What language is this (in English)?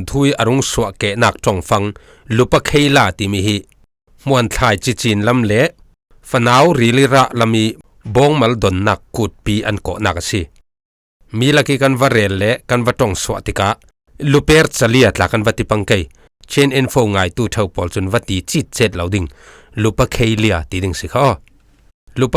Falam Chin